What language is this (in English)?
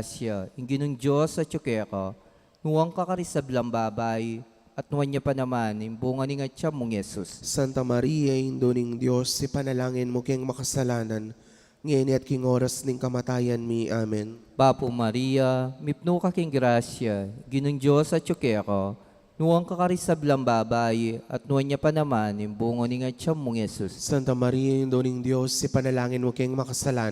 Pampanga